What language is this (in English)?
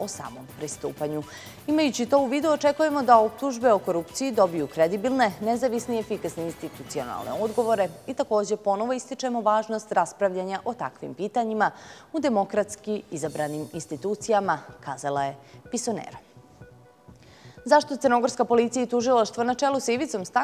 Bosnian